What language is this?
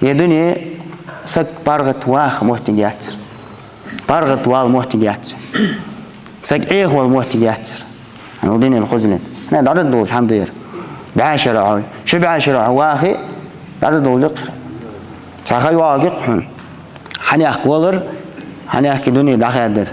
Ingush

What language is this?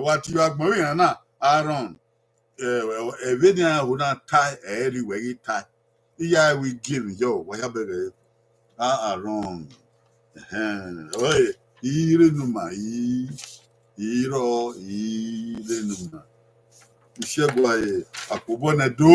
Bini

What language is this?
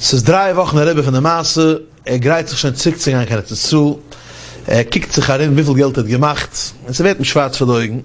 Yiddish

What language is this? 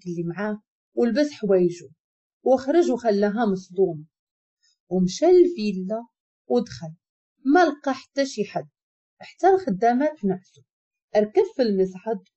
Moroccan Arabic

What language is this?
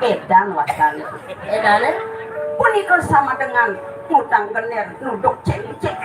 Balinese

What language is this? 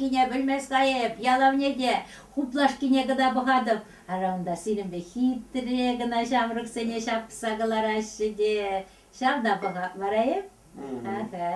Chuvash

